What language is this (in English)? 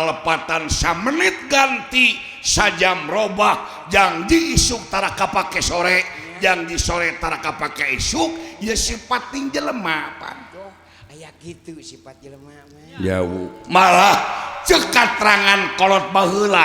Sundanese